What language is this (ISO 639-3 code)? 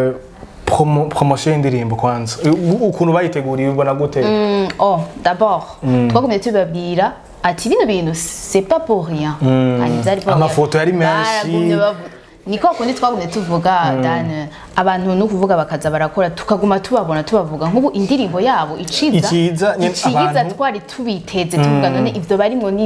run